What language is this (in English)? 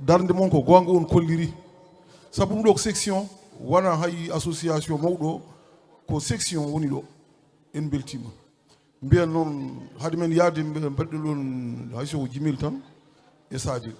Fula